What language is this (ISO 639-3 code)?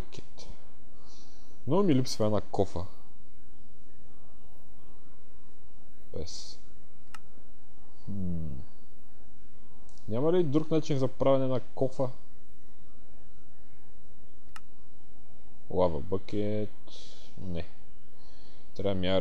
bul